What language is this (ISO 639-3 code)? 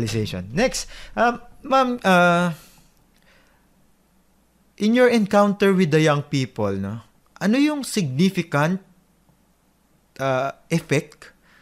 fil